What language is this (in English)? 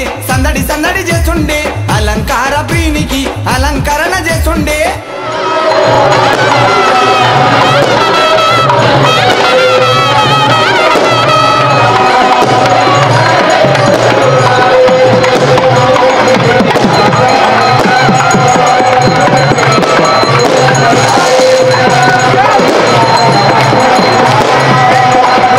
Telugu